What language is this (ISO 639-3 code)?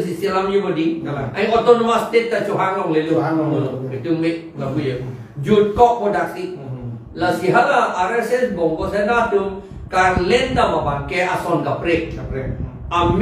mjw